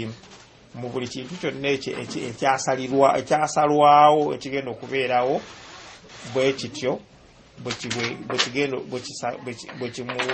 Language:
Ganda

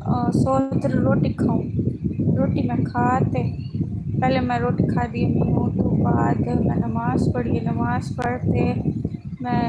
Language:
Saraiki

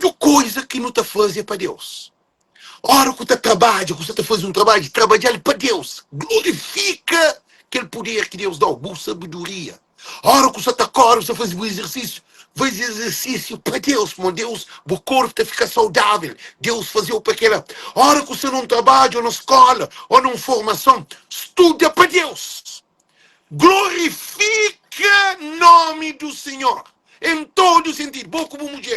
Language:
Kabuverdianu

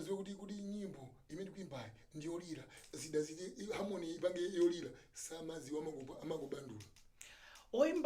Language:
Nyanja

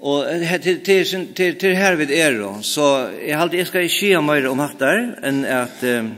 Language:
Faroese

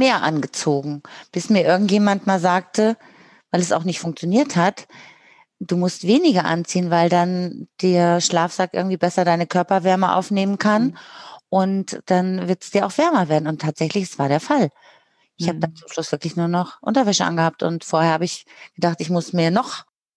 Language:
German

